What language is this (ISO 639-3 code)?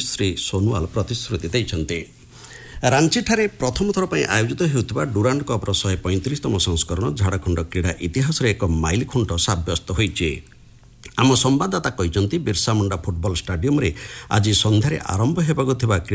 ori